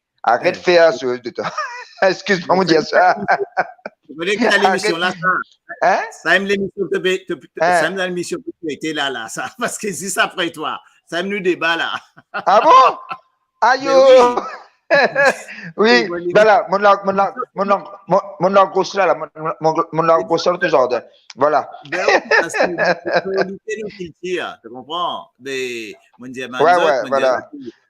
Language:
Morisyen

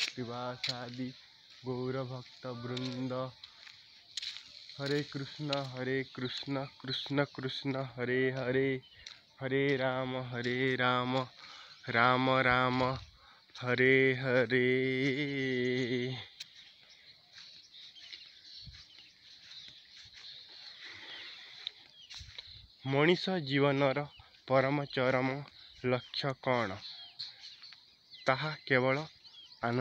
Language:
Odia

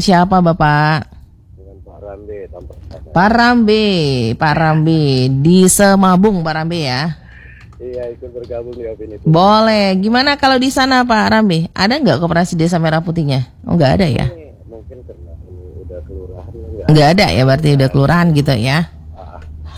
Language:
Indonesian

